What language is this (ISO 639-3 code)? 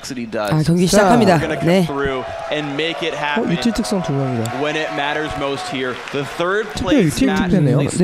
kor